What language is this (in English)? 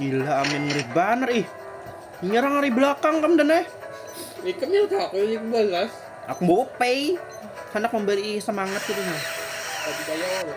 Banjar